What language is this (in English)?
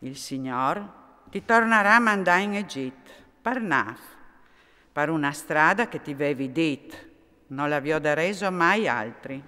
Friulian